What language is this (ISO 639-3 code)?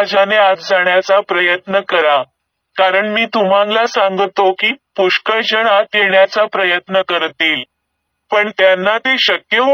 mar